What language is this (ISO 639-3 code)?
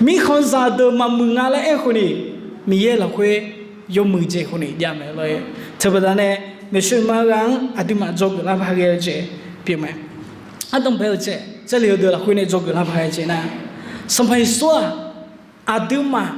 ahk